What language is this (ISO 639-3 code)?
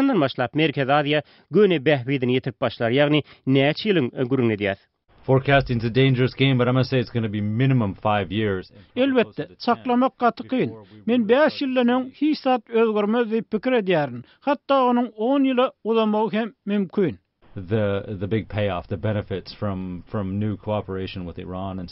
tuk